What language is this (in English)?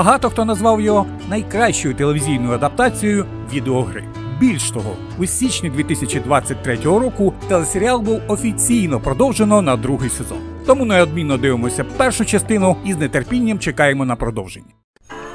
Ukrainian